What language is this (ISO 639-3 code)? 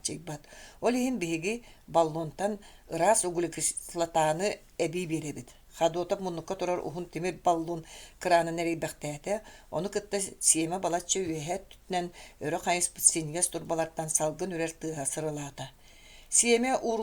sah